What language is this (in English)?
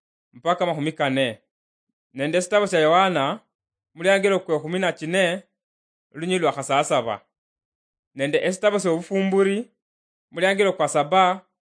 Luyia